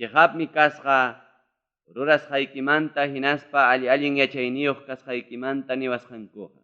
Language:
Ayacucho Quechua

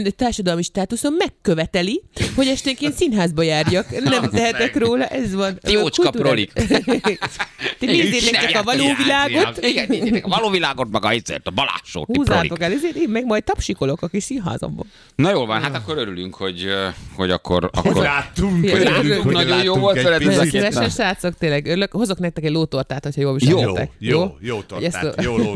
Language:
Hungarian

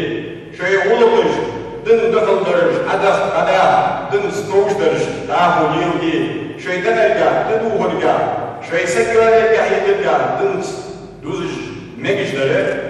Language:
Ingush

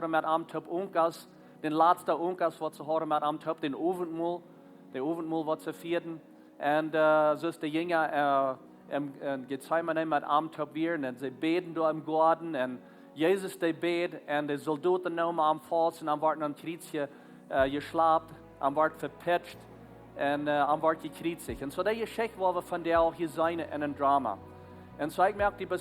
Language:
Plautdietsch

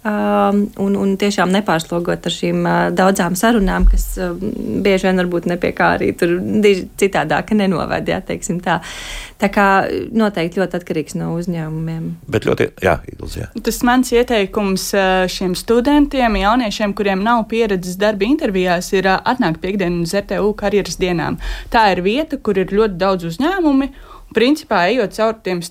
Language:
Latvian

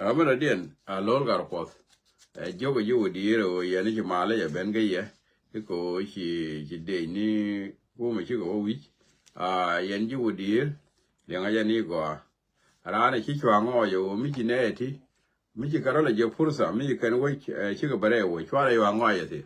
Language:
Nuer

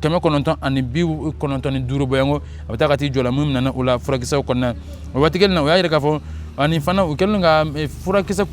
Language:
Bambara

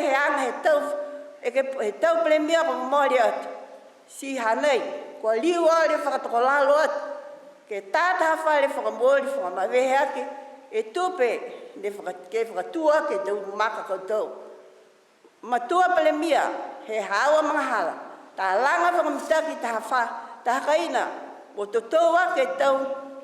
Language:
Niuean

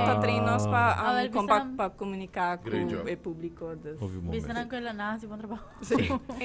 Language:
Papiamento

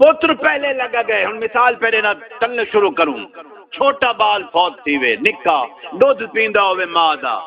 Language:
Saraiki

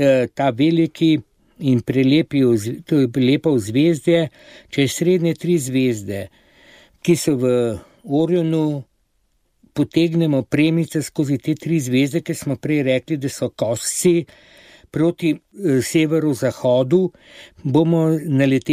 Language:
Slovenian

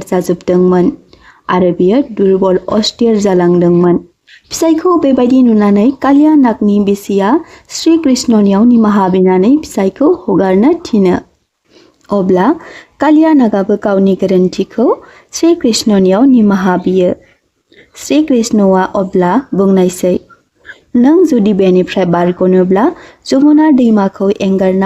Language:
Bodo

